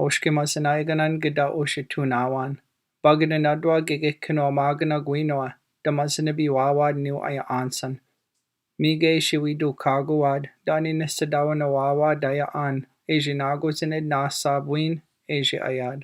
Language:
Chippewa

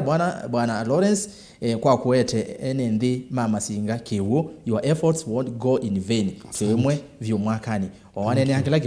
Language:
Kamba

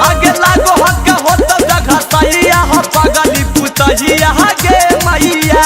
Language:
Magahi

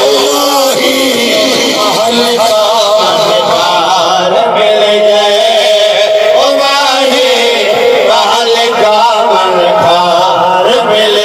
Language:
Saraiki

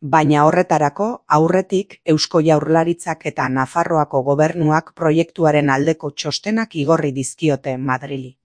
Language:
Basque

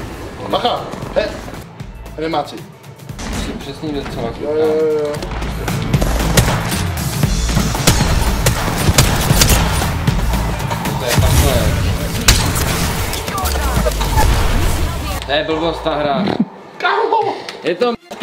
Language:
Czech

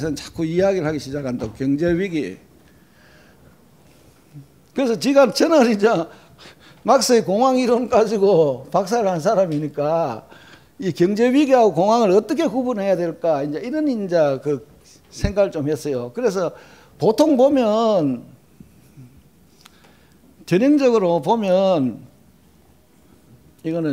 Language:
Korean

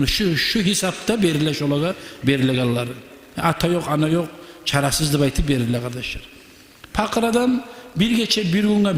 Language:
Kumyk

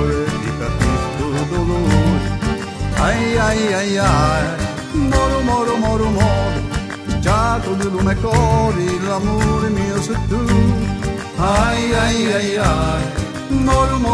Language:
Sicilian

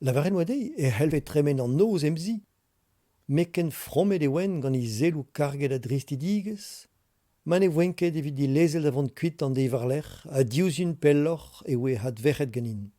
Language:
Breton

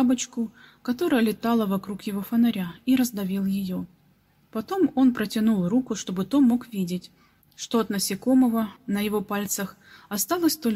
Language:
Russian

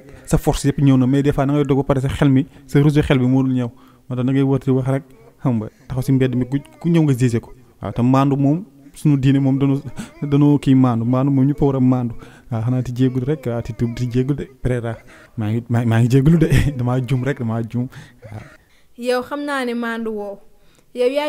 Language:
Wolof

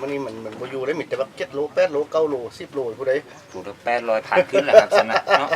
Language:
Northeastern Thai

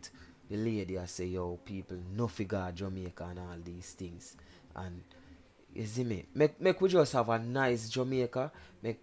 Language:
Jamaican Creole English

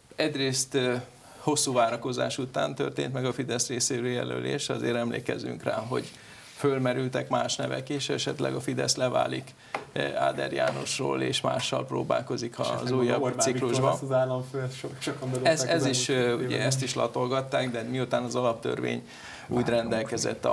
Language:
Hungarian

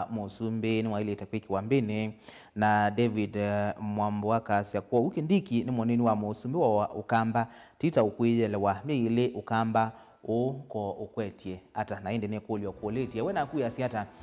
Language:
Kamba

